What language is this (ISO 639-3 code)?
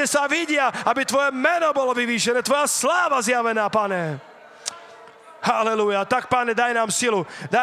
slk